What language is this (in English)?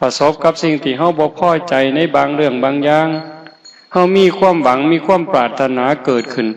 Northeastern Thai